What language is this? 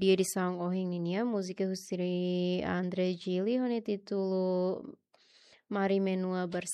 Tetum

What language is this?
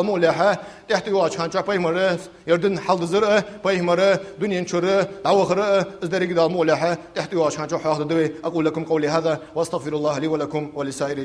Ingush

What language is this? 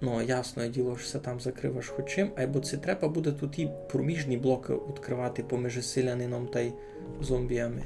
Rusyn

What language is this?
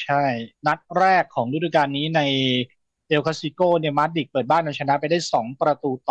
Thai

